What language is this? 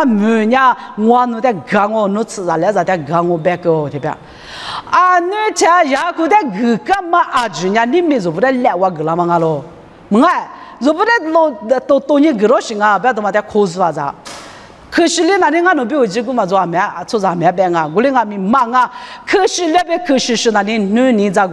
Lisu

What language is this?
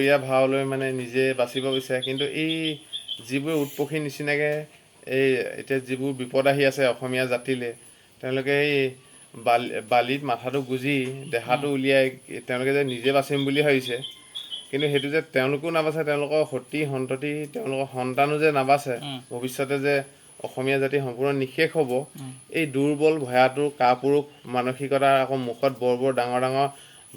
Assamese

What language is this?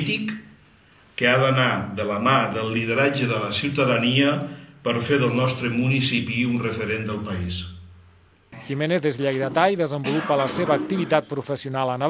Catalan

